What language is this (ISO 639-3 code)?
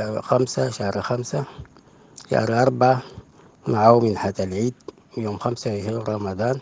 apd